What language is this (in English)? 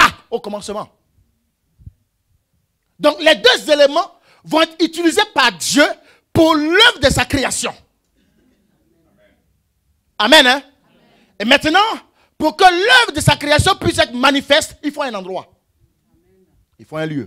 French